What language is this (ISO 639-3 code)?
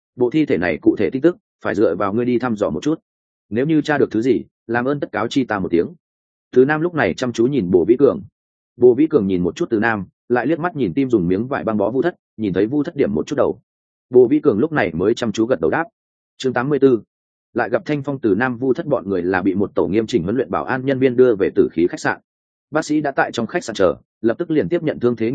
vie